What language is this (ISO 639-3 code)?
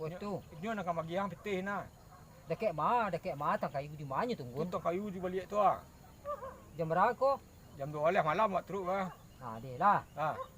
min